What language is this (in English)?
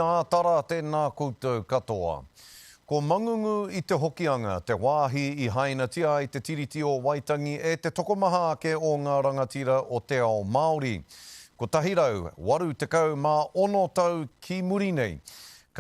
Māori